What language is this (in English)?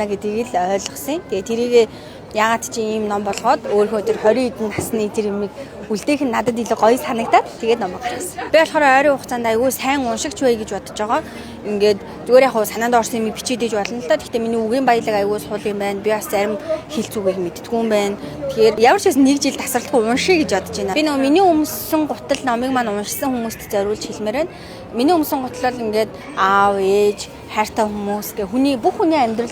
Mongolian